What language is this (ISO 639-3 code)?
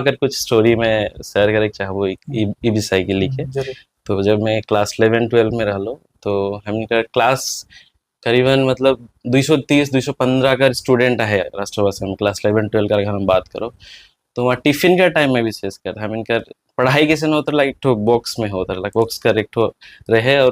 sck